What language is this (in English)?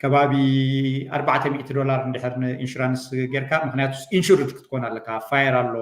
Tigrinya